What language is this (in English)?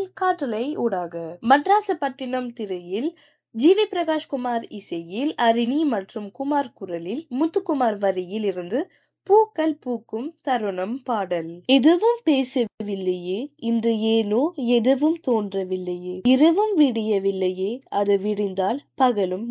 Tamil